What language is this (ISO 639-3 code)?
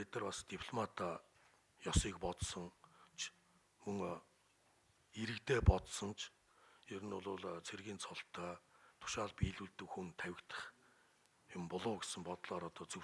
mon